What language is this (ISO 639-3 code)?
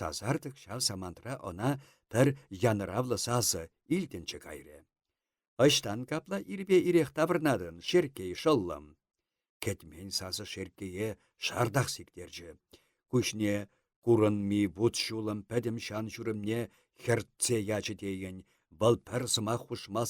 chv